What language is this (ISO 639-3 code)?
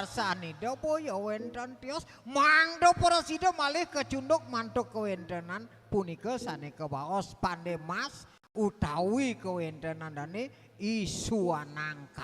ban